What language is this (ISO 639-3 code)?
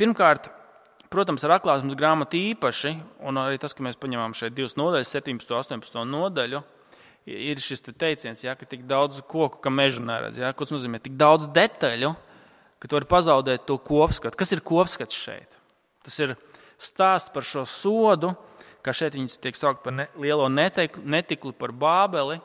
lav